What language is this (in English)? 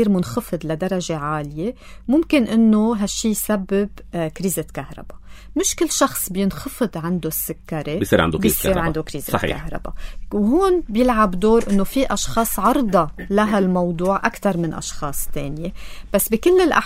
North Levantine Arabic